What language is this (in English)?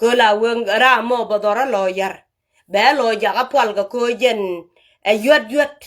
Nuer